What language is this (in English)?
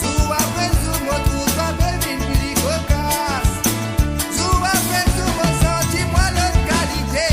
Morisyen